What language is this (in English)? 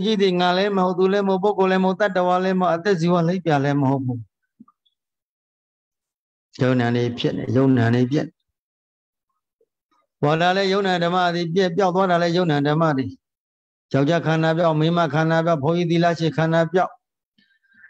Burmese